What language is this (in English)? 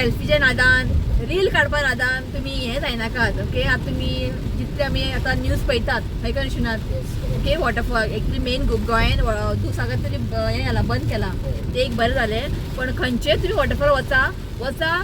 Konkani